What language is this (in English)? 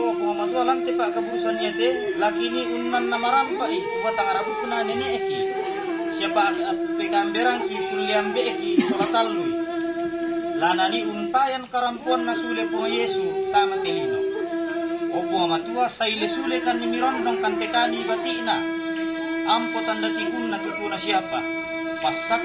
Toraja-Sa'dan